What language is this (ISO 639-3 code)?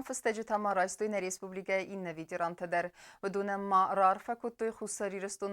oss